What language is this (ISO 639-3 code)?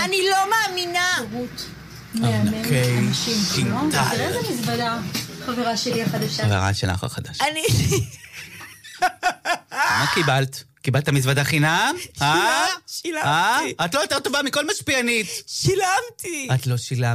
heb